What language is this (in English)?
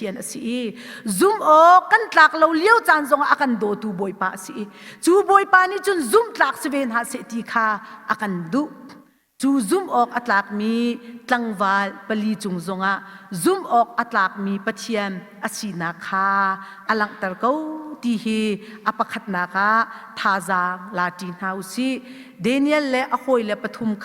Hakha Chin